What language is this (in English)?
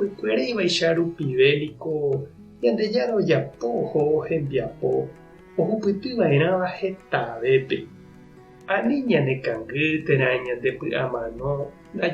Guarani